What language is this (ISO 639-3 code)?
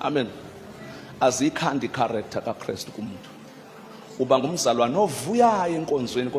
zul